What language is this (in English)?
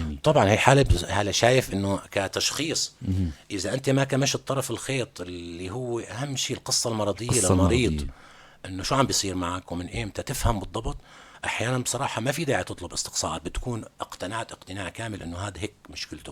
North Levantine Arabic